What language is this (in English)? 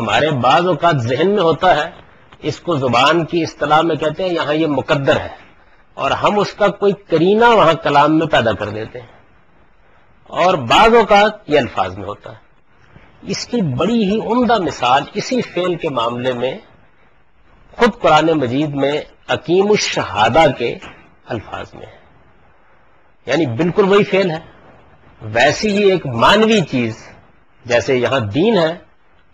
Urdu